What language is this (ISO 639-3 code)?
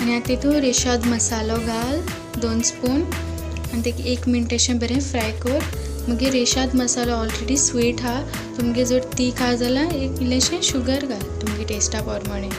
kok